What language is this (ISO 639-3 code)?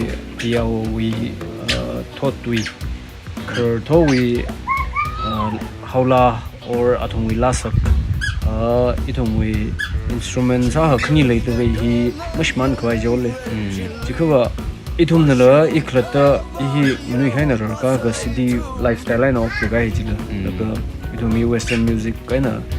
nmf